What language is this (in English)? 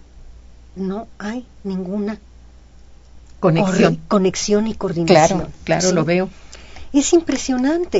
Spanish